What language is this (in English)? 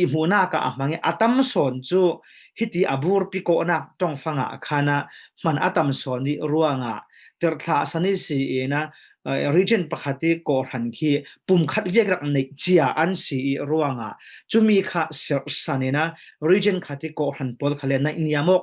Falam Chin